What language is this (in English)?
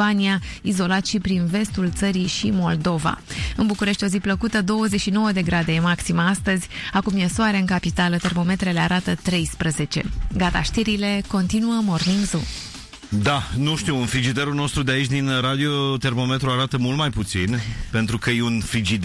Romanian